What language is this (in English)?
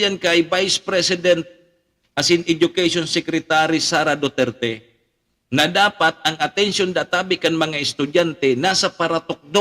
Bikol